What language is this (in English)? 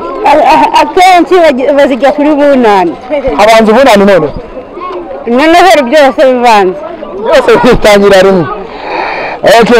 Kinyarwanda